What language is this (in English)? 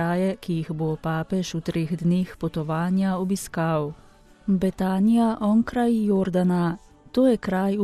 Slovenian